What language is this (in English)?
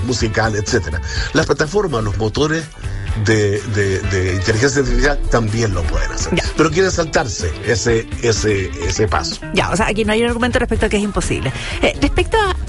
Spanish